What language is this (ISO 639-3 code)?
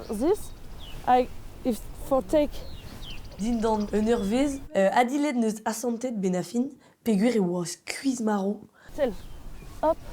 bre